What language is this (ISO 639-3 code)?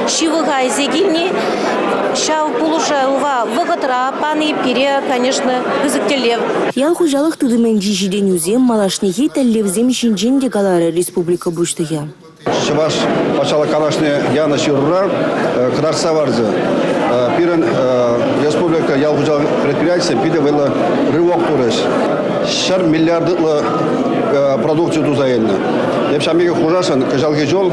chv